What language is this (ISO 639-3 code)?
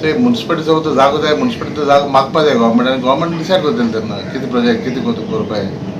kok